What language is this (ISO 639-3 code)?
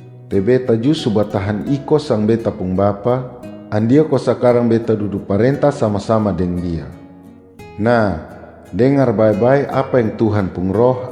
mkn